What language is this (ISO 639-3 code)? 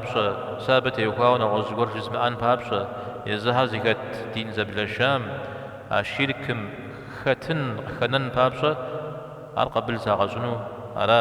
kbd